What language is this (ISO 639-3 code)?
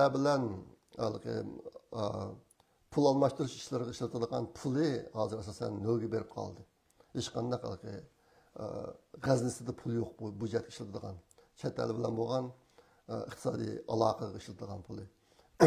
uig